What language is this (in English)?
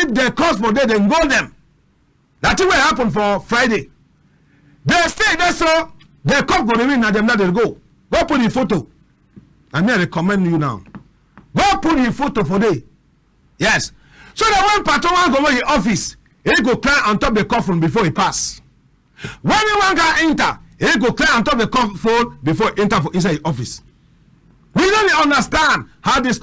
Cameroon Pidgin